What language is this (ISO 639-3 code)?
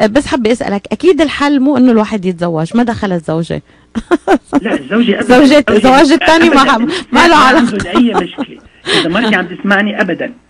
apc